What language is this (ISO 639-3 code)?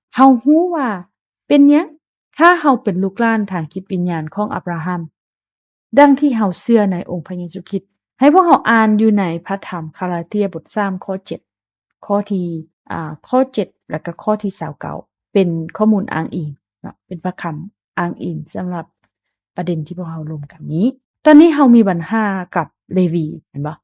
lao